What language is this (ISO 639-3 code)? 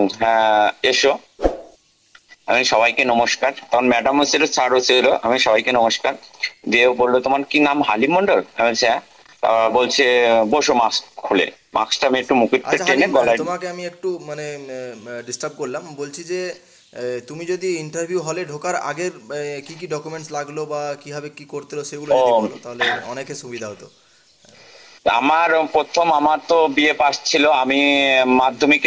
ben